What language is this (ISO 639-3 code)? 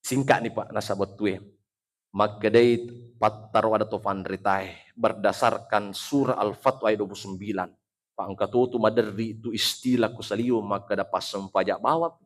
bug